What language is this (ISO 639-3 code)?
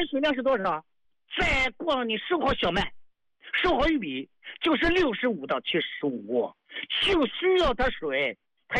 zho